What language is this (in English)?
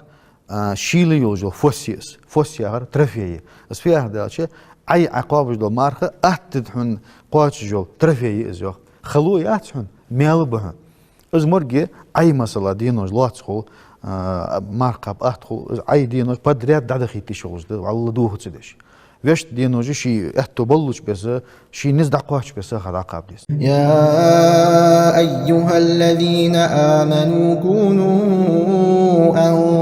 Ingush